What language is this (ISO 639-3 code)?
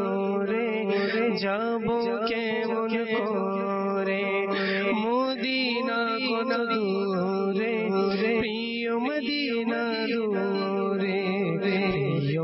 ben